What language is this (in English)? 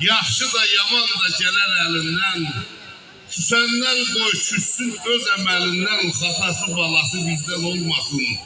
South Azerbaijani